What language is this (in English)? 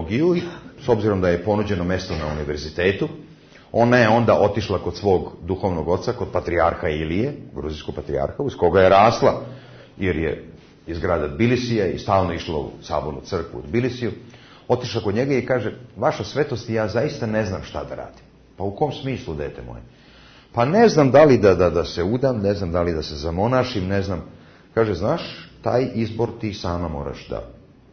Serbian